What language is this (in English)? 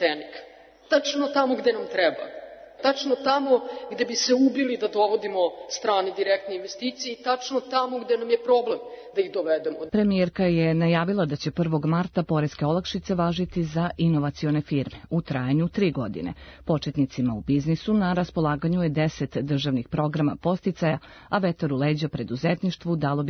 Serbian